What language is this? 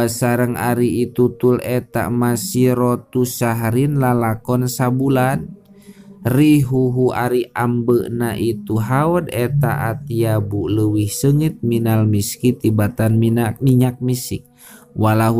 Sundanese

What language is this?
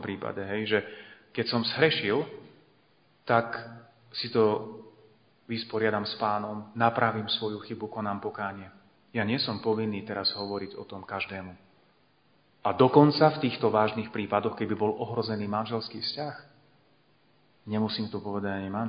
Slovak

